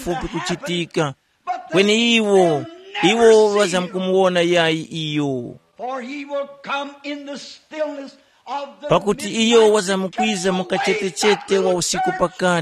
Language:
Tumbuka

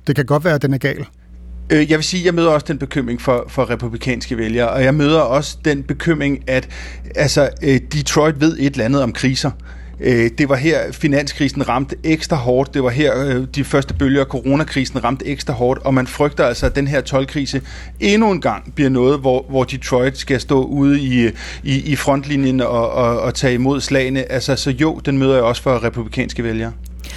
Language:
Danish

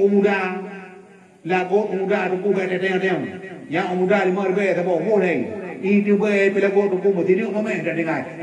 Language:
Achinese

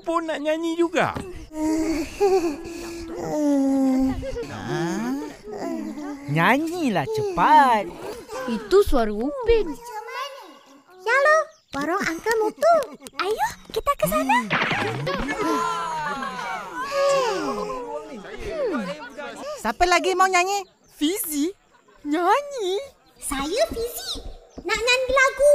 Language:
Malay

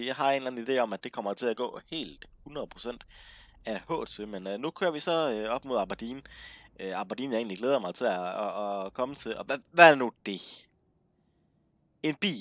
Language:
Danish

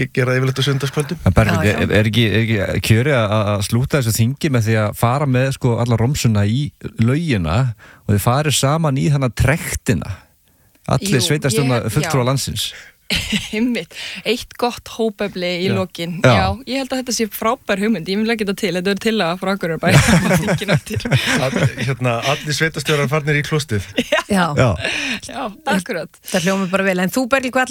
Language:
Icelandic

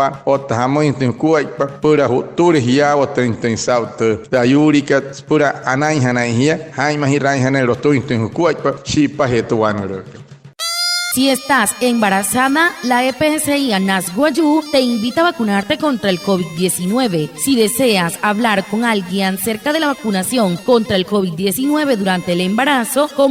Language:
Wayuu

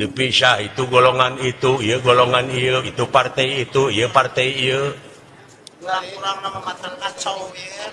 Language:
Sundanese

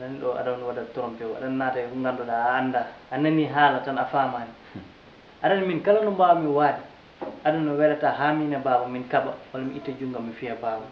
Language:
Fula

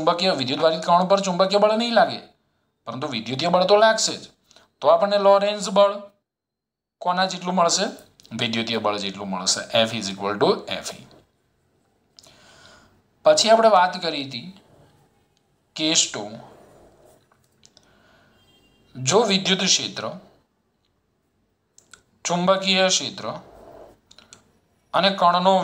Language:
Gujarati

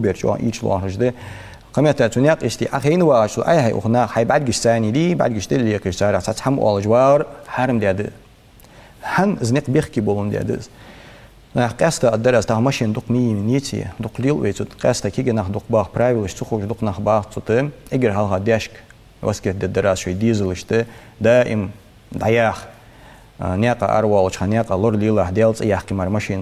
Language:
Ingush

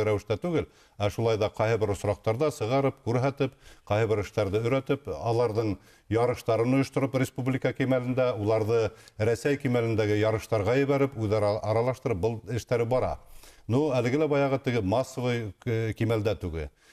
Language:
Bashkir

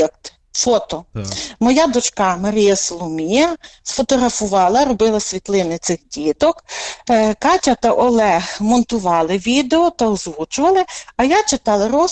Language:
Ukrainian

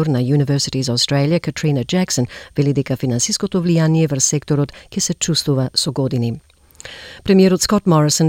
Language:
Macedonian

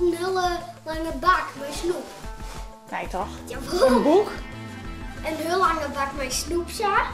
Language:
Western Frisian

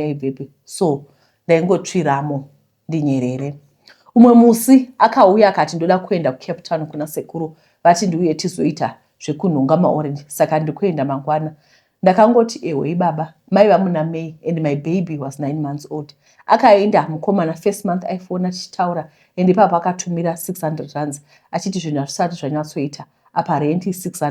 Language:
Shona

